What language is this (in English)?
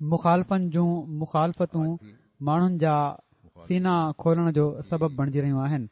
Sindhi